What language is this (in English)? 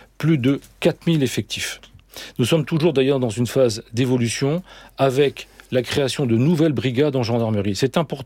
French